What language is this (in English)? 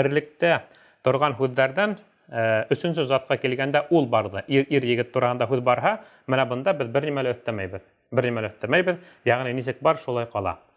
Bashkir